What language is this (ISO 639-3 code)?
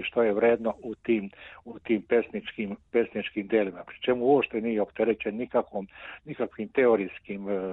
srp